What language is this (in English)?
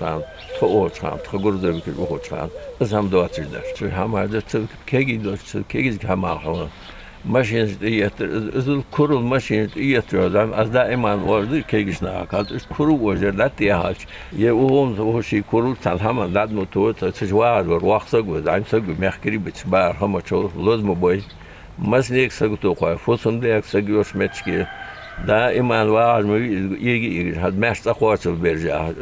Ingush